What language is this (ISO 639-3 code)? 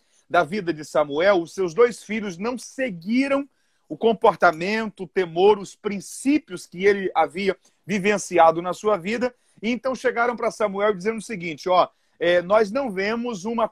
por